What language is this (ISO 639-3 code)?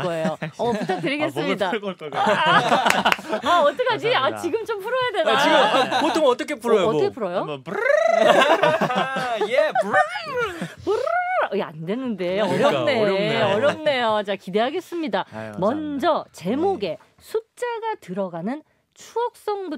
kor